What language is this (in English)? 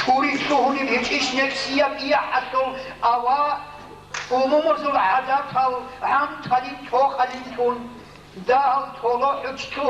Avaric